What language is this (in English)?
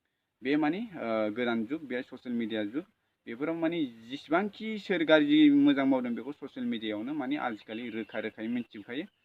Bodo